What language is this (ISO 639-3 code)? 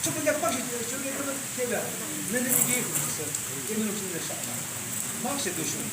yim